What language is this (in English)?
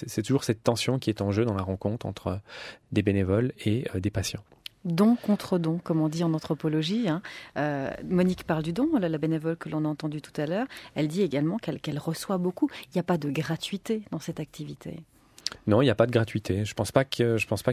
French